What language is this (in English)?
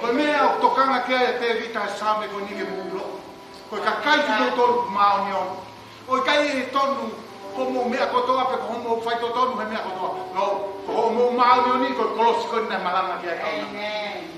Tongan